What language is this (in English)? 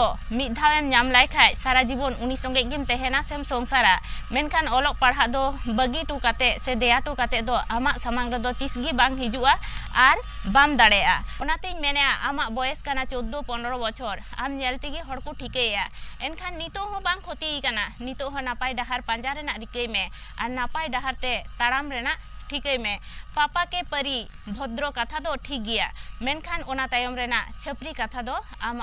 Santali